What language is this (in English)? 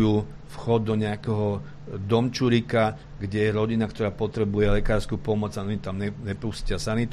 Slovak